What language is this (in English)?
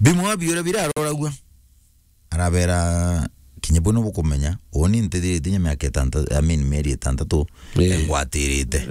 Meru